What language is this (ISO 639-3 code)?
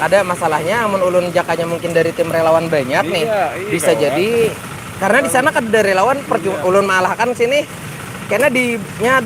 bjn